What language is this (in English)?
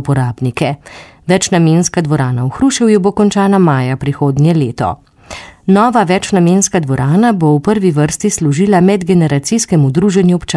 Slovenian